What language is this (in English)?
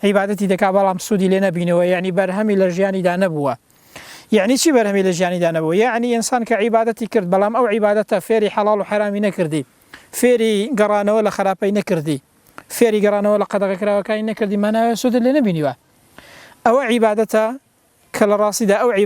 Central Kurdish